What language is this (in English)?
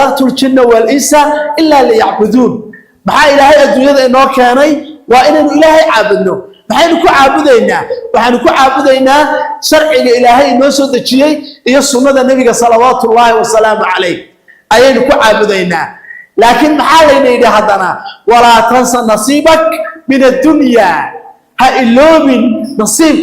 Somali